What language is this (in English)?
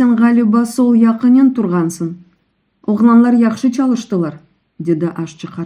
Crimean Tatar